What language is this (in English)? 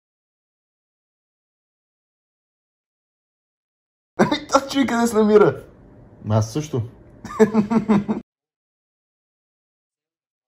Bulgarian